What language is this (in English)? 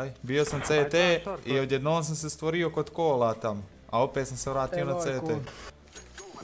Croatian